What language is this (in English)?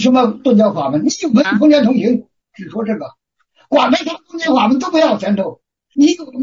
Chinese